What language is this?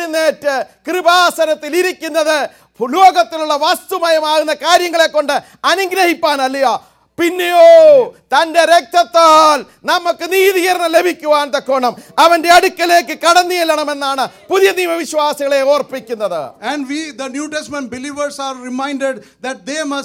Malayalam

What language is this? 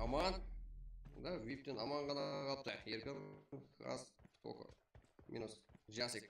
Kara-Kalpak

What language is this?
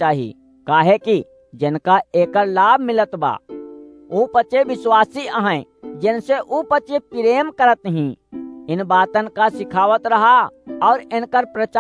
Awadhi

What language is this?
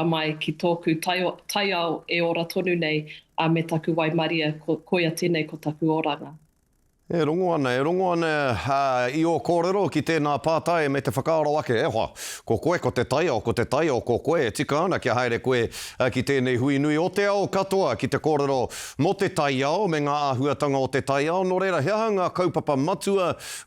Māori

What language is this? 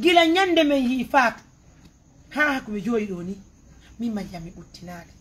Pular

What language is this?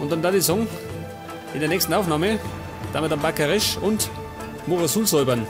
Bavarian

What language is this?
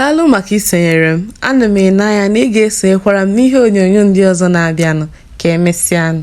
Igbo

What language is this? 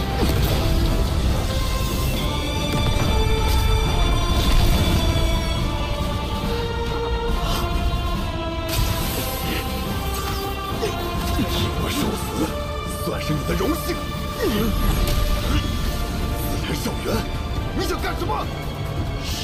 Chinese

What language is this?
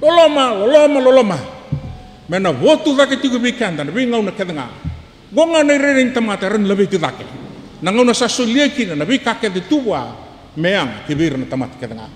Fijian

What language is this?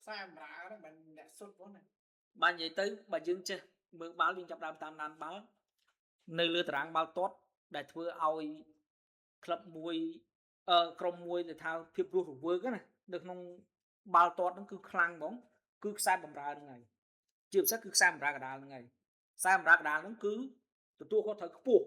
Khmer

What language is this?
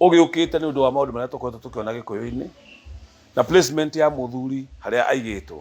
Kikuyu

